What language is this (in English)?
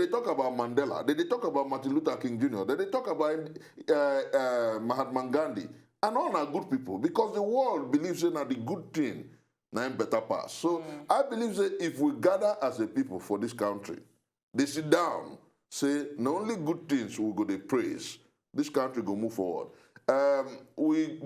Nigerian Pidgin